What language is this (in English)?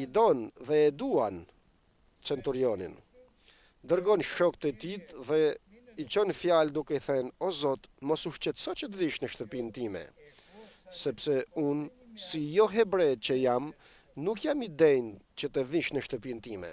Albanian